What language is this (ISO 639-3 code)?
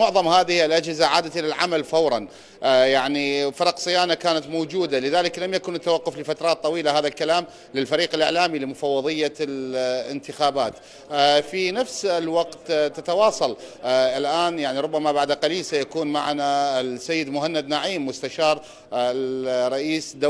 acm